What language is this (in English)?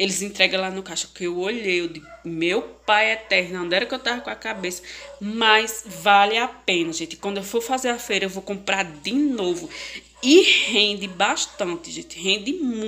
Portuguese